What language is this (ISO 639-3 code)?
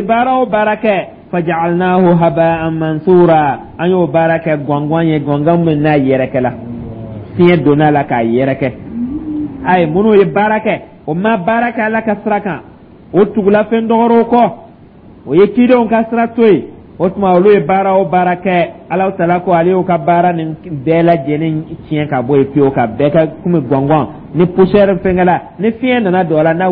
dyu